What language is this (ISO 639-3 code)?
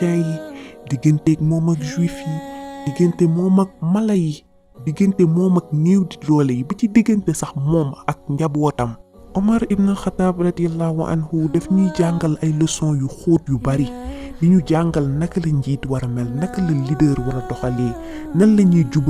wol